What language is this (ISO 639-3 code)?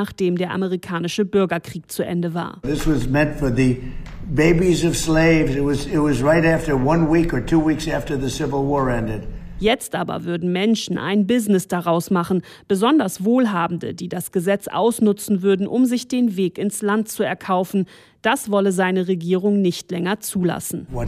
deu